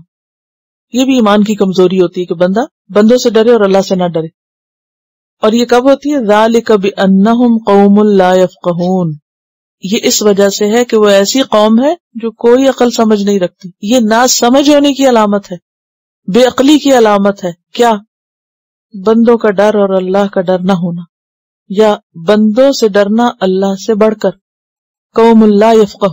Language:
Urdu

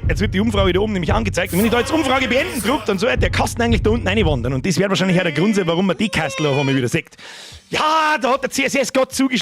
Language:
Bavarian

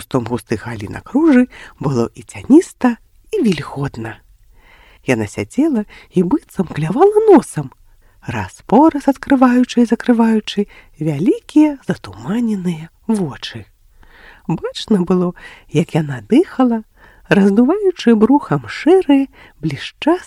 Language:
Belarusian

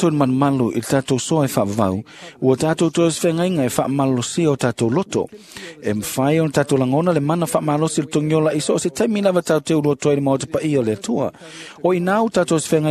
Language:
Samoan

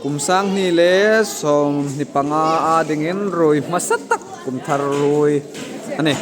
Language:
Hmar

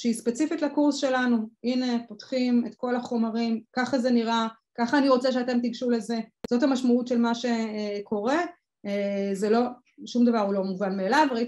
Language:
Hebrew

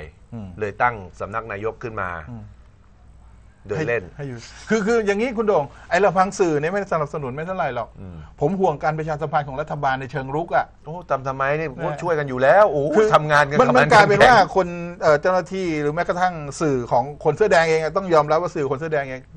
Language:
Thai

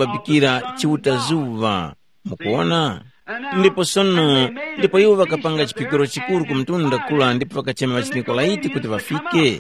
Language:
Tumbuka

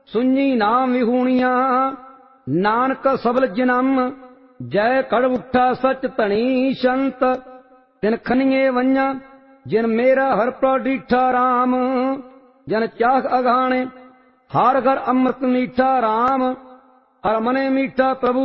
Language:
Punjabi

